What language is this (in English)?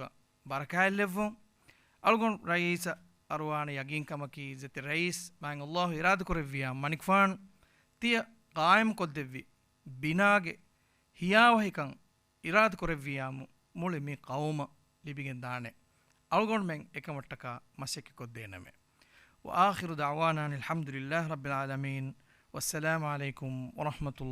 Divehi